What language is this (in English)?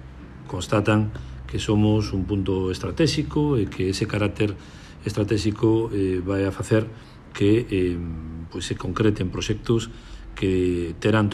Galician